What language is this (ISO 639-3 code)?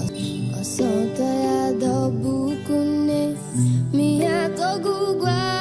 new